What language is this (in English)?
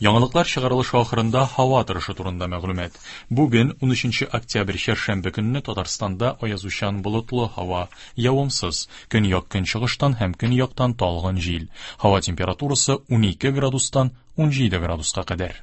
Tatar